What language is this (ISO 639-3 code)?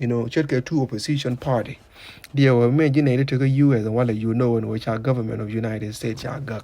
nus